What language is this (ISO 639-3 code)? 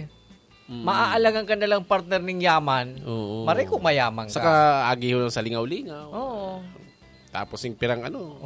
bik